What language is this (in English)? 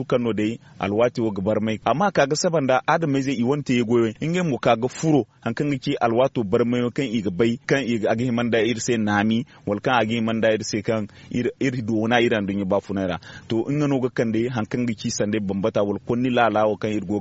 Zarma